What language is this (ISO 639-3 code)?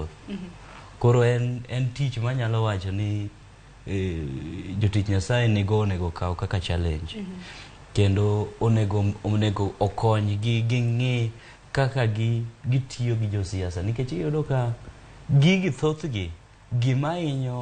luo